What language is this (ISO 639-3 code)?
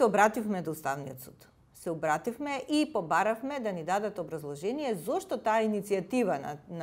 mkd